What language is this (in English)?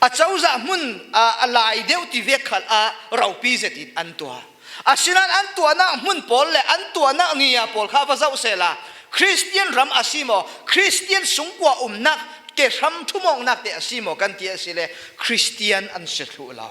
Falam Chin